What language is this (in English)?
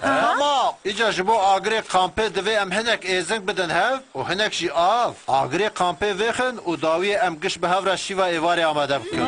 Kurdish